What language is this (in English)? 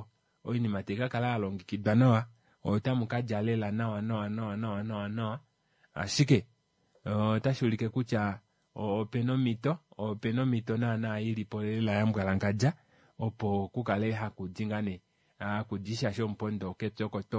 Kuanyama